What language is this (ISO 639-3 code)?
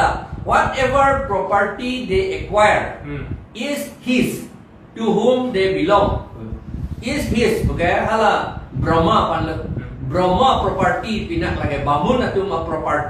mjw